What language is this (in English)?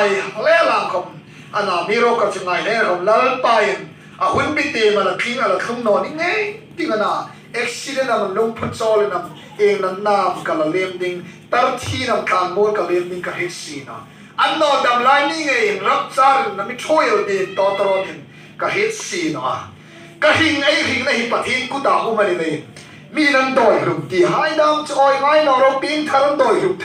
Hmar